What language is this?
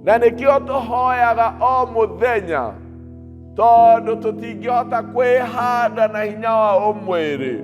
Kikuyu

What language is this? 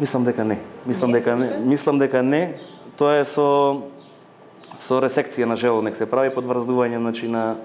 Macedonian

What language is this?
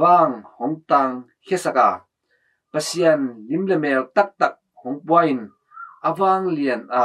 Tedim Chin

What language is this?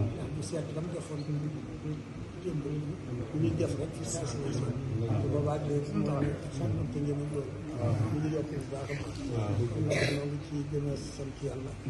Wolof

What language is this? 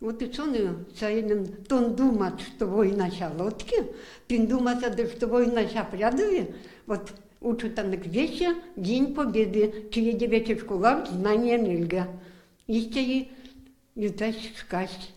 Erzya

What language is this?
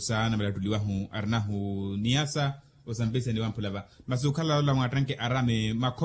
Makhuwa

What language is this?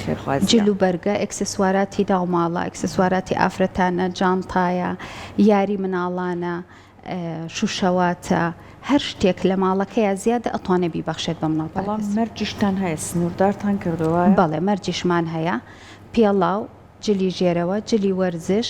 Central Kurdish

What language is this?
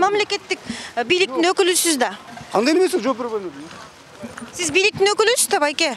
Kyrgyz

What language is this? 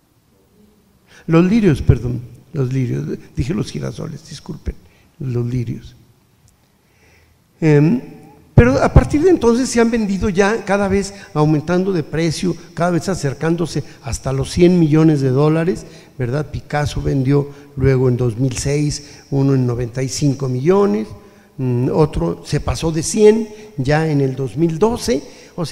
Spanish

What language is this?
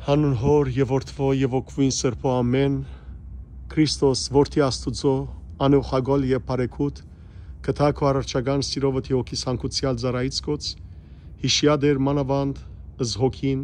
Western Armenian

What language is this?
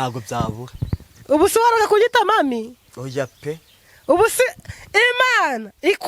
Kinyarwanda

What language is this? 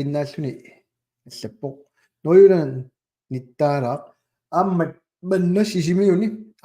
Kalaallisut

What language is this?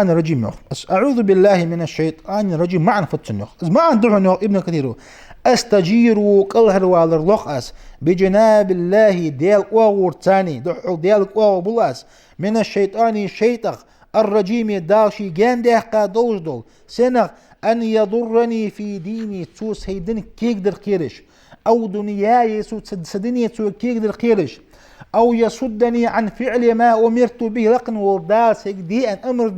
Ingush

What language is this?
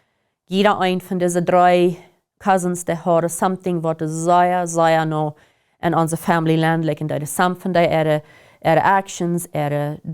Plautdietsch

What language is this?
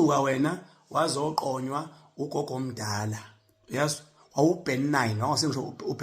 Zulu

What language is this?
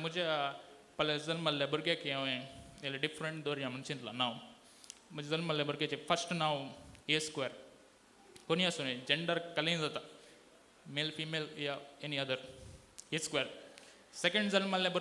Konkani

